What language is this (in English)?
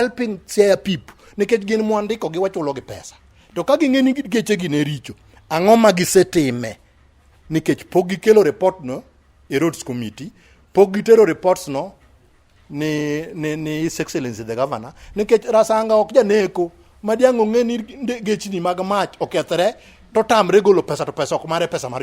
Luo (Kenya and Tanzania)